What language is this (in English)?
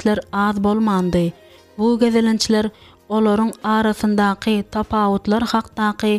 Turkmen